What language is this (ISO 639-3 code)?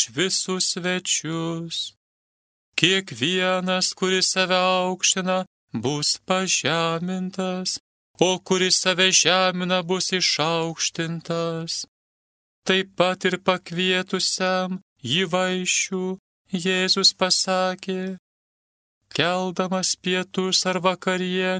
lit